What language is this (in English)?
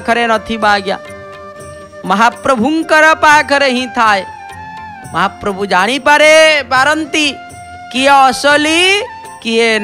Odia